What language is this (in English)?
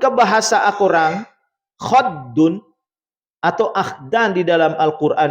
Buginese